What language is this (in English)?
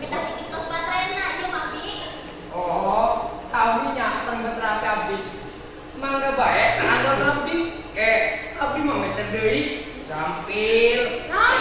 Sundanese